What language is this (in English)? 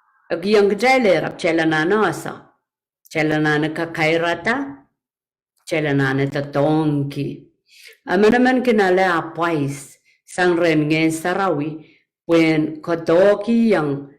Pohnpeian